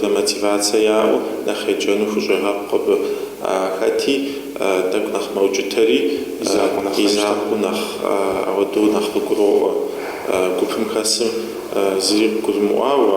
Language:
Kabardian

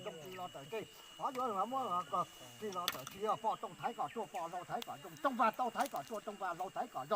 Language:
Hmong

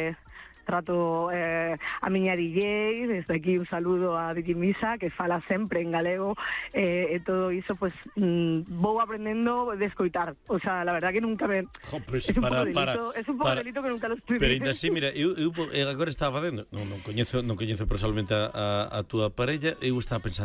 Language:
Galician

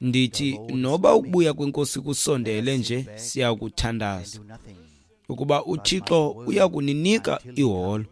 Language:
Xhosa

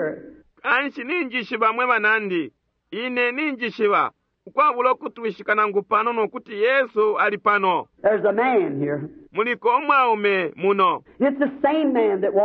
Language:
Bemba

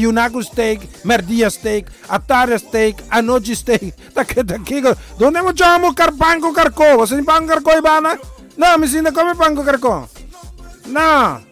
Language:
Papiamento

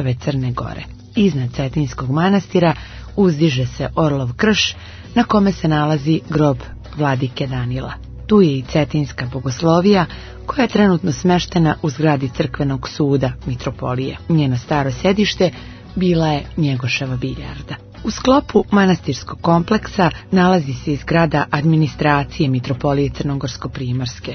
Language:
Serbian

